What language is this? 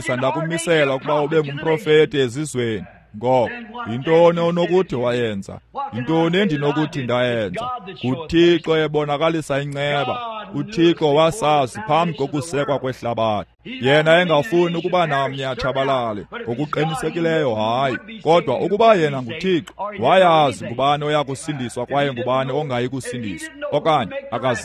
Xhosa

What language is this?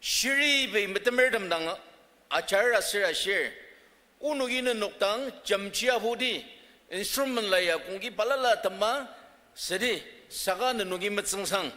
Ao Naga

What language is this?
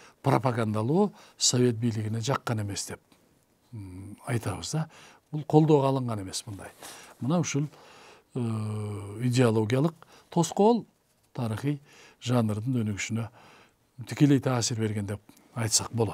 Kyrgyz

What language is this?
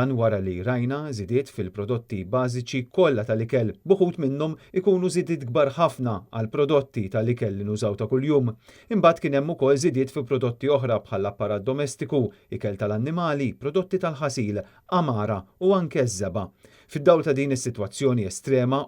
Maltese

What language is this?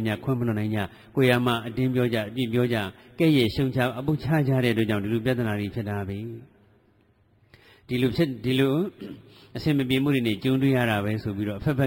Burmese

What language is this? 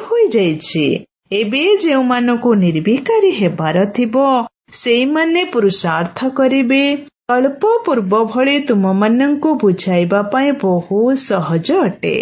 Odia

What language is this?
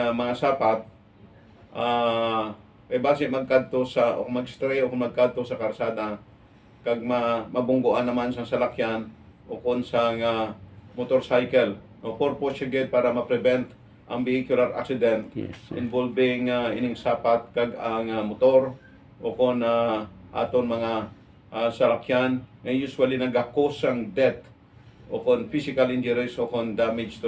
Hiligaynon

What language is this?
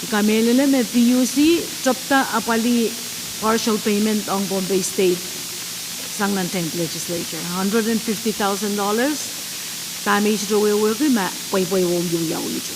Pohnpeian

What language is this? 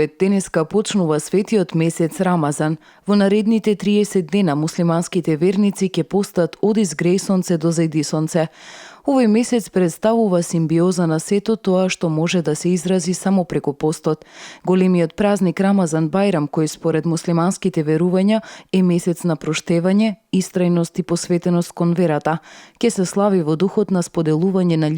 Macedonian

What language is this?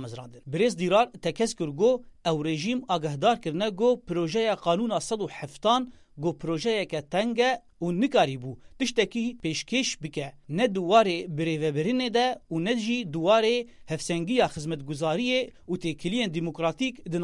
Kurdish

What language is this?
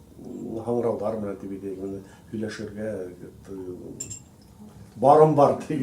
Bashkir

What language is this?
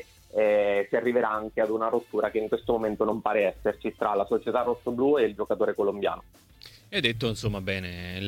Italian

